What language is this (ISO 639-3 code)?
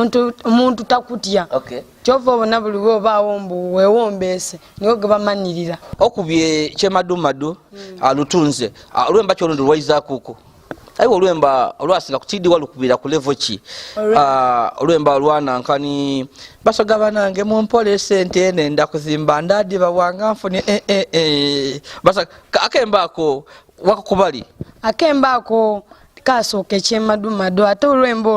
xog